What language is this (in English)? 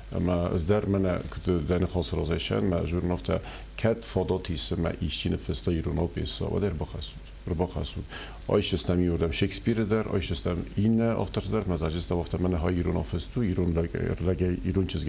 Ossetic